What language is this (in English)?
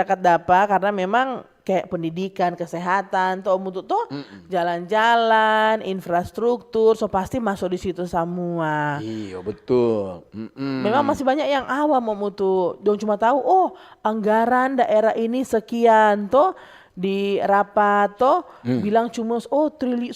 Manado Malay